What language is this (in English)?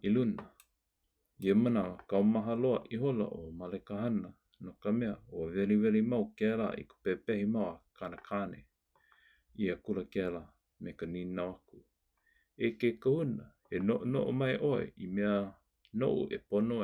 Hawaiian